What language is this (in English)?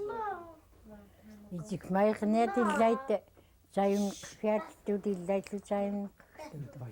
Central Yupik